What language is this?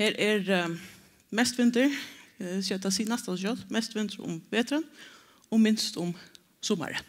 Faroese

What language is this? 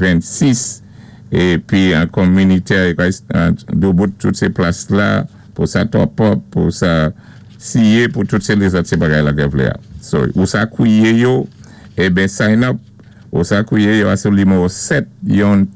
Saint Lucian Creole French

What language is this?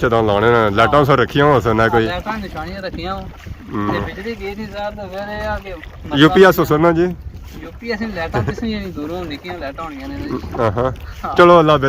Pahari-Potwari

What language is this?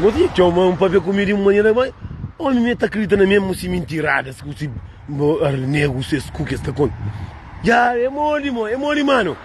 Kabuverdianu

